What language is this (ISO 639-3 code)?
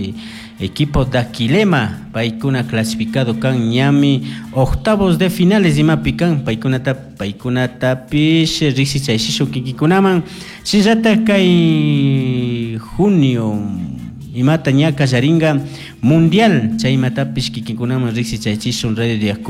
qug